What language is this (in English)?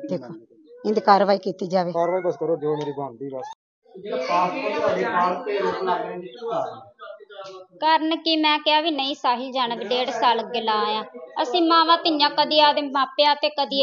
Punjabi